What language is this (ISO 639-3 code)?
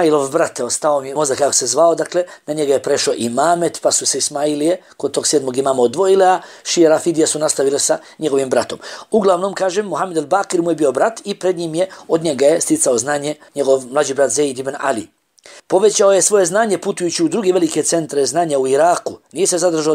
bos